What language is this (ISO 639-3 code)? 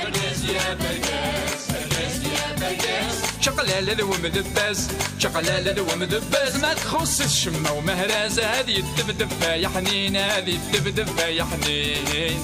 kab